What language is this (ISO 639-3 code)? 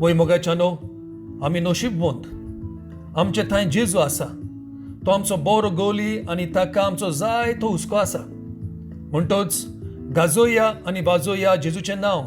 kok